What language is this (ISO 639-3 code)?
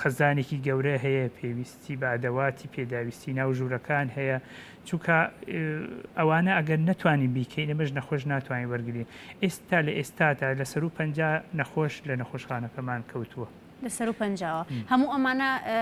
ckb